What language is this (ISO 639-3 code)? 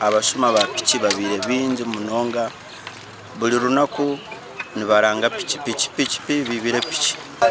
nyn